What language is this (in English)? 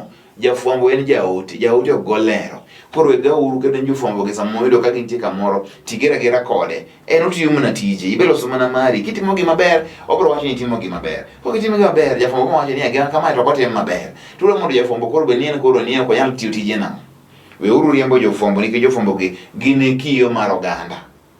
Luo (Kenya and Tanzania)